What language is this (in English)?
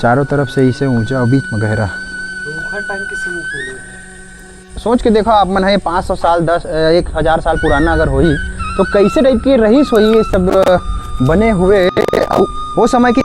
Chhattisgarhi